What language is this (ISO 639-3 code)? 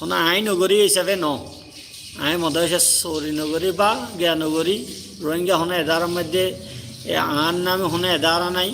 rhg